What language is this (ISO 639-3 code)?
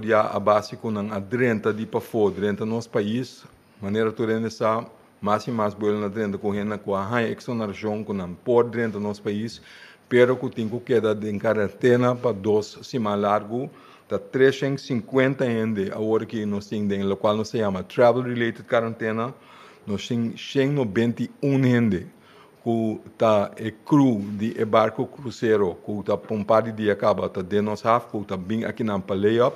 pap